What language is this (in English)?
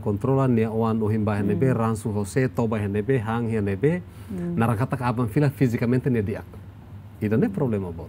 Tetum